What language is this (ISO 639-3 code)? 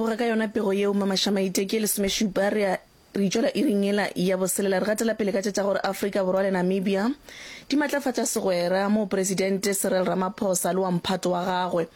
nso